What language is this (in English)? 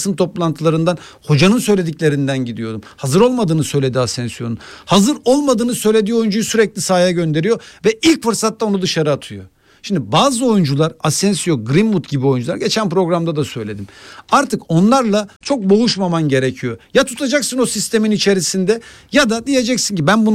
Turkish